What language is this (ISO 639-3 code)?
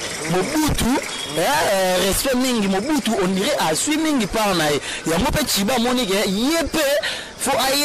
lin